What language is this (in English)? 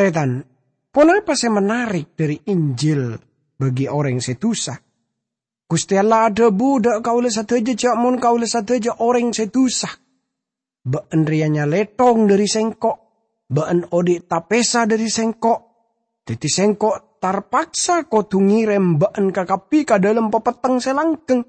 Madurese